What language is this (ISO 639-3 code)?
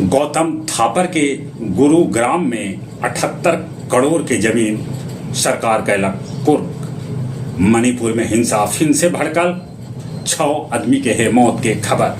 mag